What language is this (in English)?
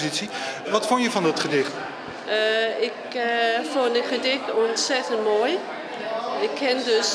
Dutch